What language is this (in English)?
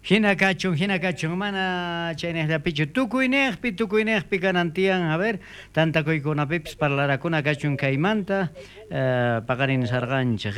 South Bolivian Quechua